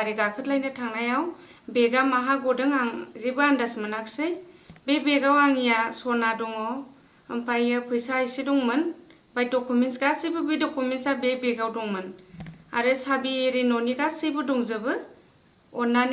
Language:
Bodo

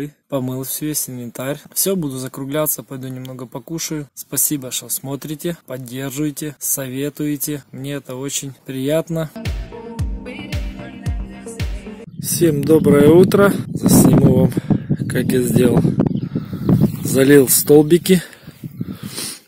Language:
Russian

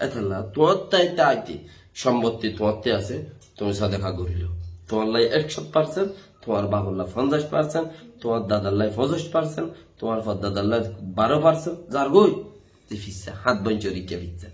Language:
Rohingya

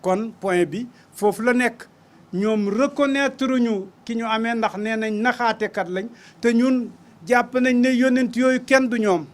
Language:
Wolof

